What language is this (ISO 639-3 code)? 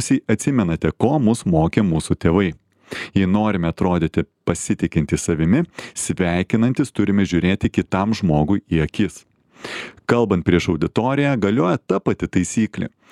lit